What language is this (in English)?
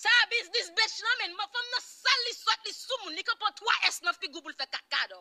Haitian Creole